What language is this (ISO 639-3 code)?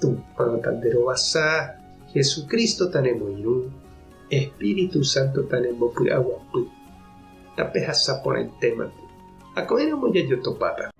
grn